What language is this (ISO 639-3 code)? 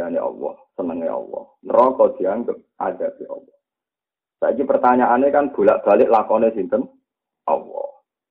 jav